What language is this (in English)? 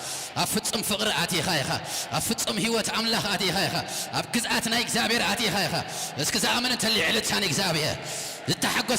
Tigrinya